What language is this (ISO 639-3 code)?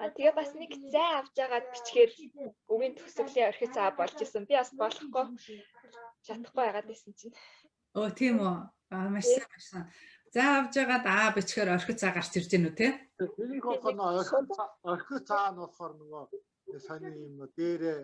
mon